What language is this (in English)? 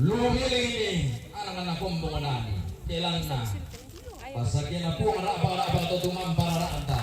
Toraja-Sa'dan